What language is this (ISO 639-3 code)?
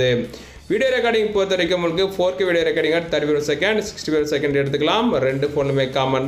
tam